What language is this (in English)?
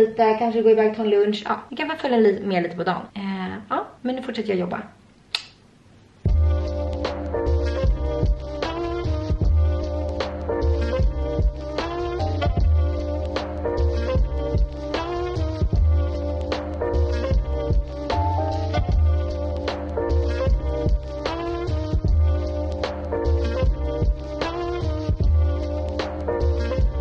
Swedish